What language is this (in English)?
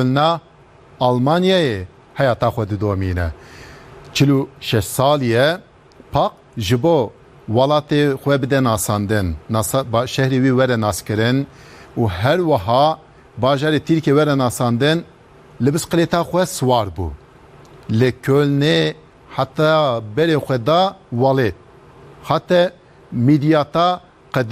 Kurdish